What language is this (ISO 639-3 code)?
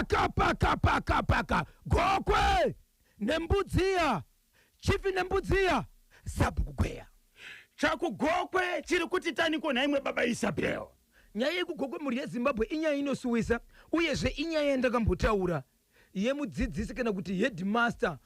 sna